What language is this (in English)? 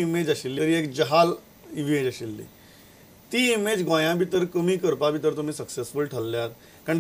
Konkani